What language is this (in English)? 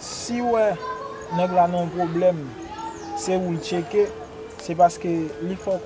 Haitian Creole